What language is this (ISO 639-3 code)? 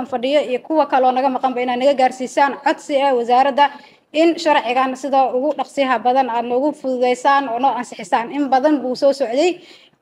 som